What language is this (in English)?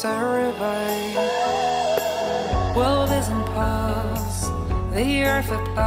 Turkish